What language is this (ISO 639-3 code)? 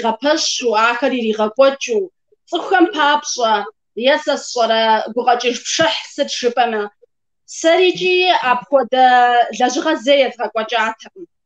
kbd